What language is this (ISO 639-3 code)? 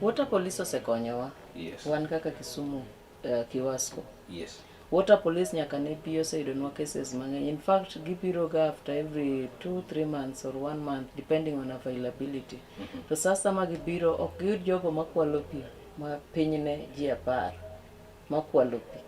luo